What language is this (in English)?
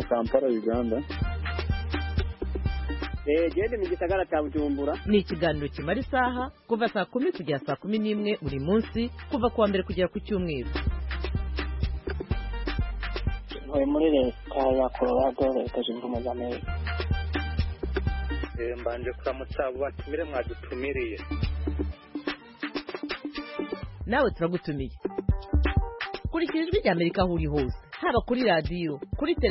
Kinyarwanda